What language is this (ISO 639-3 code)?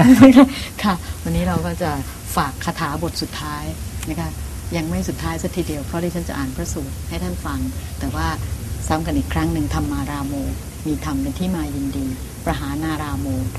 tha